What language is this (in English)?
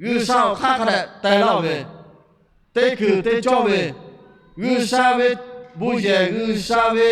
Lahu